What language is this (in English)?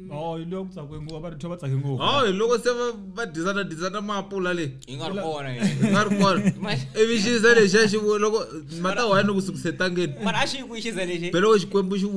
Tsonga